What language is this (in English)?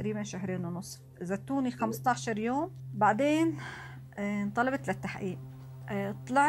North Levantine Arabic